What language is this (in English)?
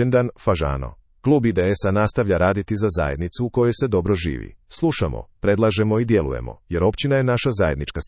Croatian